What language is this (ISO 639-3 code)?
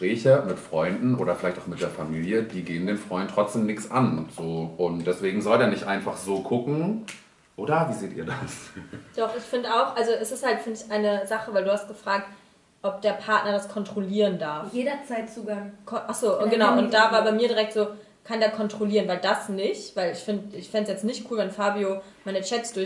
deu